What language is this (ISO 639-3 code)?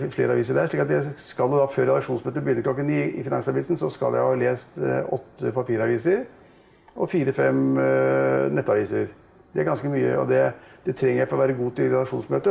nor